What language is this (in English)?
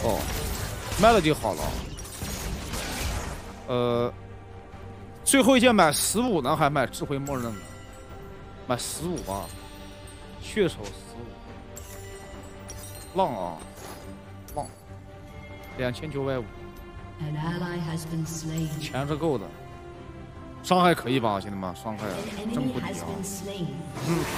Chinese